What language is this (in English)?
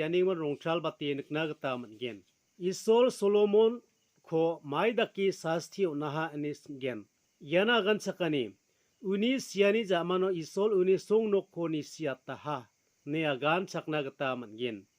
Garo